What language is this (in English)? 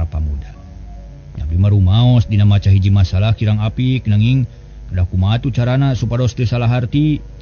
Sundanese